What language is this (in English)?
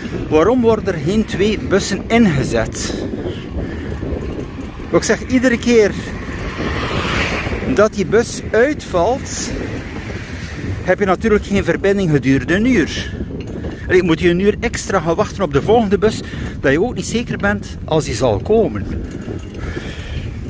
Dutch